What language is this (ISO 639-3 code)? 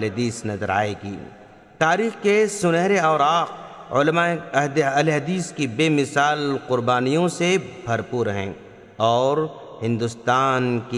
urd